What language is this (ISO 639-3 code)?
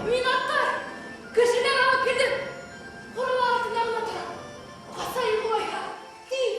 bak